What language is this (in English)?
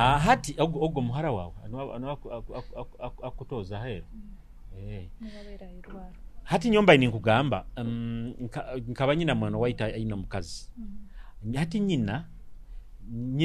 Nyoro